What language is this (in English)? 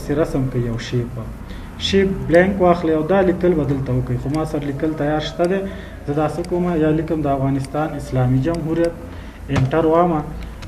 Pashto